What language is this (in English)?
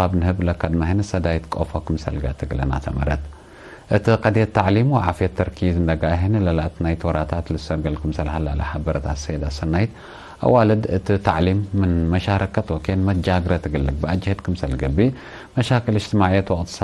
Tigre